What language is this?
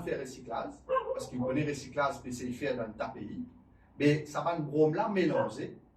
Morisyen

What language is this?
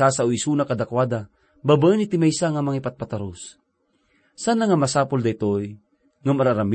Iloko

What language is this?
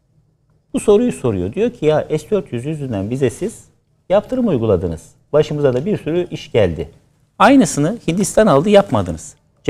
Turkish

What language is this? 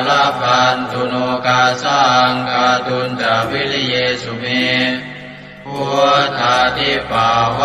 Pali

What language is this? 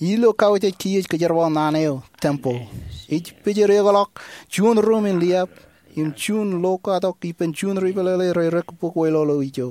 Marshallese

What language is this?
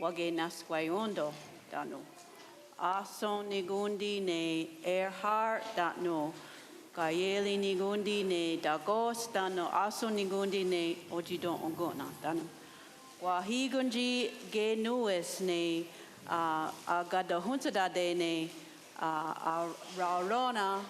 Mohawk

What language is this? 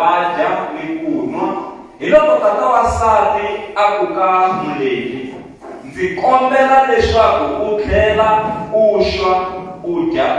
Tsonga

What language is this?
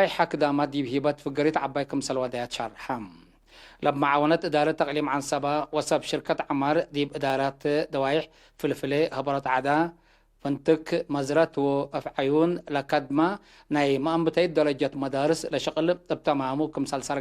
Tigre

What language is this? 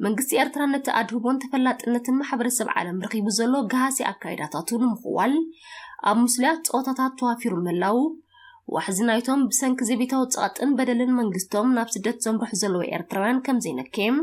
Tigrinya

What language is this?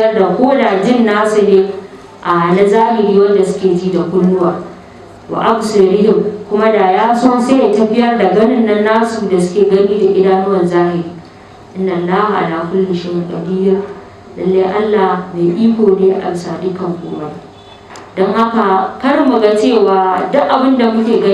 Hausa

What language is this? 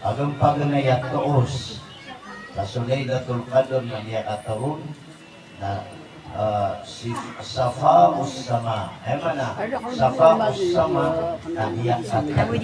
Maranao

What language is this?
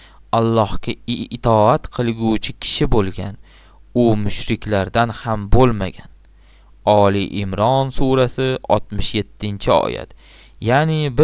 Uzbek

